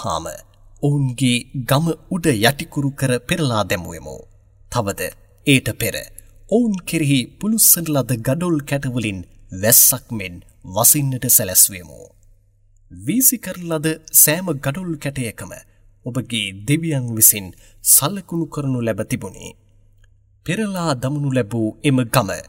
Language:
Sinhala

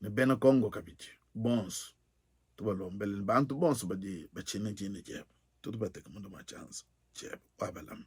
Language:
Luba-Lulua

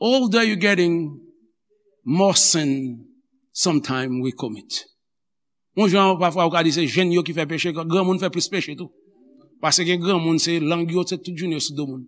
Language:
Haitian Creole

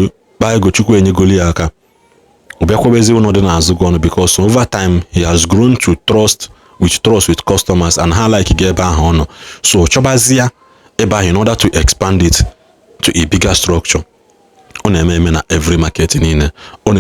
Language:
Igbo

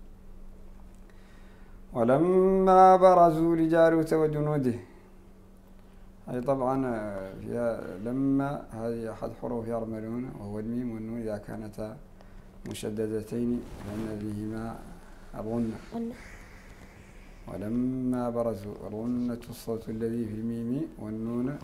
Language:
Arabic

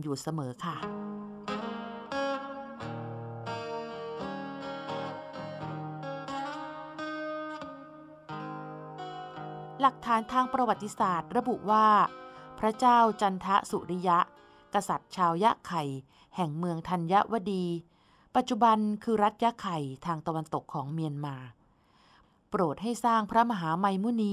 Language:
Thai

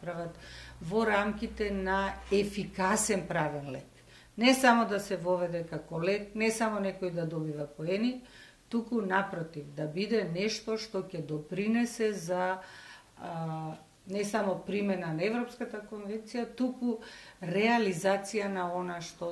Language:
Macedonian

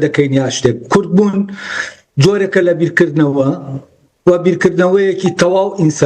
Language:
Central Kurdish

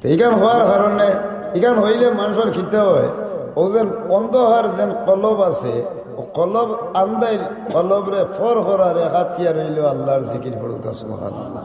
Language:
Sylheti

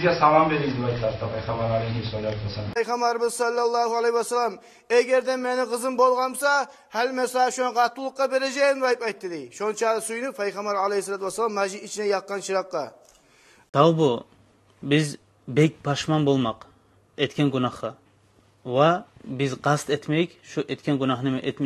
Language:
Kumyk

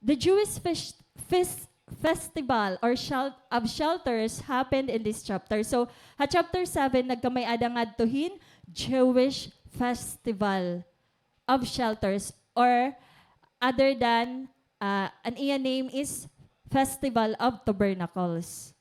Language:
Waray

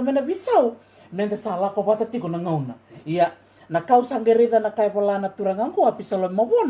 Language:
Fijian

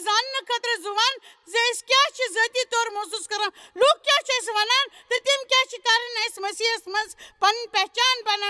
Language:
Kashmiri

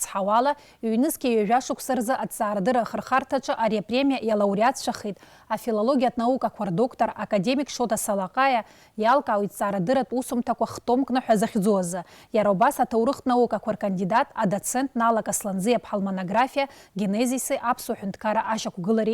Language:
Abkhazian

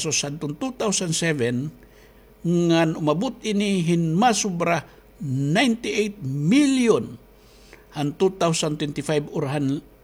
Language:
Waray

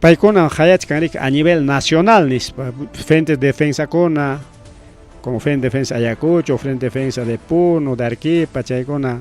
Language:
Ayacucho Quechua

